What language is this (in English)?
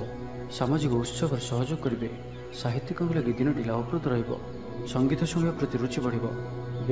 Odia